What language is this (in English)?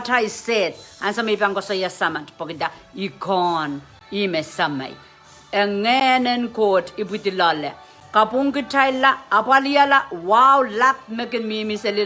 Pohnpeian